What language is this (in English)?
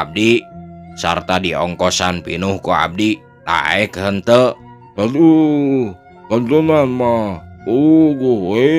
Sundanese